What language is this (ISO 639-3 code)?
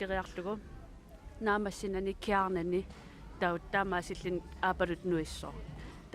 kal